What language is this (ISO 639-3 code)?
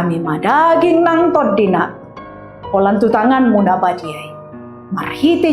bbc